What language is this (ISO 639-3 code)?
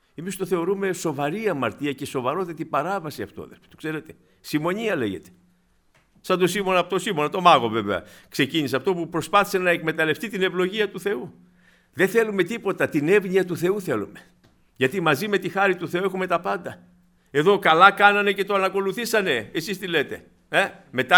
ell